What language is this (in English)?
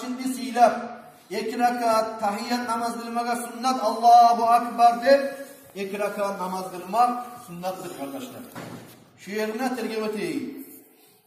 Kumyk